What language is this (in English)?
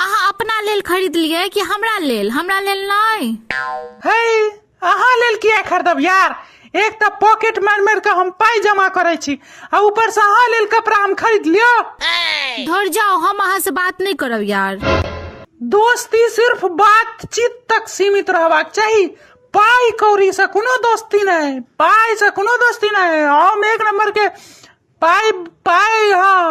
Maithili